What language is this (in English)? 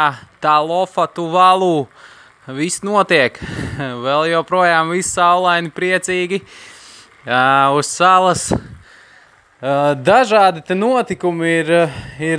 Latvian